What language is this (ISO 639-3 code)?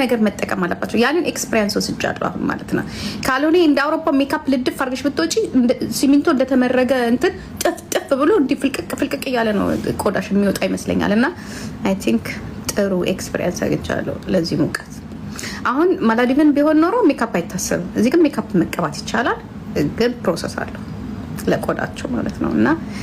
amh